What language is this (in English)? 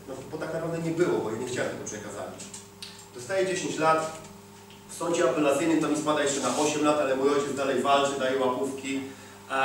Polish